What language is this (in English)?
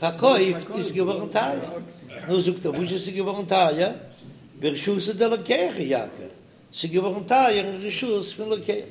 Yiddish